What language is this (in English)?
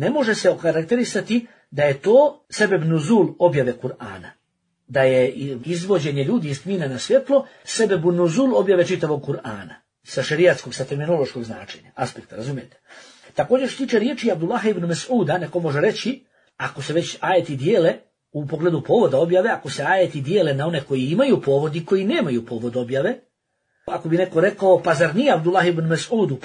Bosnian